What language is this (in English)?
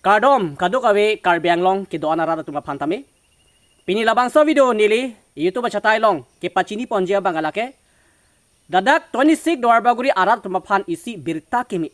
Karbi